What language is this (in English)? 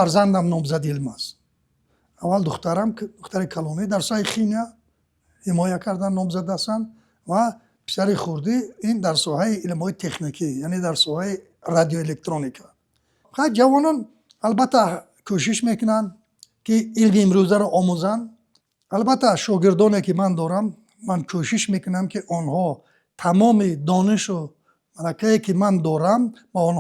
Tajik